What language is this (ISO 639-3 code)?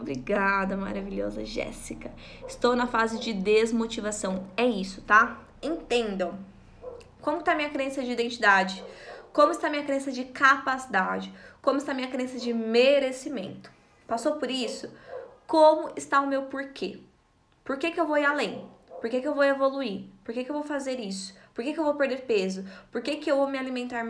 por